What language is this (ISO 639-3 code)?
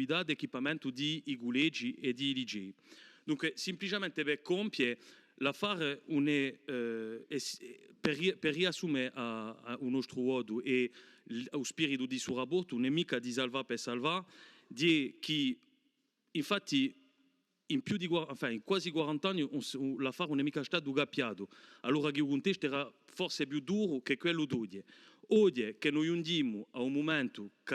cos